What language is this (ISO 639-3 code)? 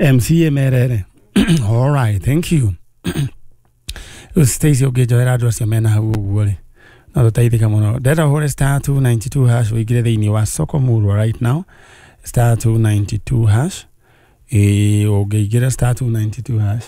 kik